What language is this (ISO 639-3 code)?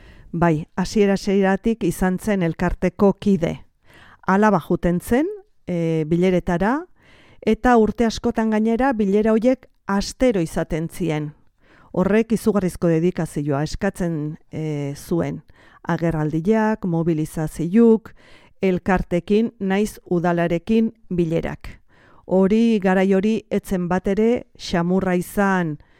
eus